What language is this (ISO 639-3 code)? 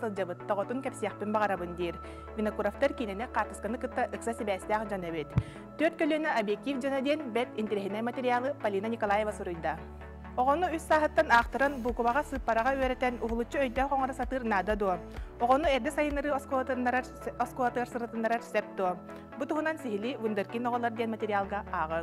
sah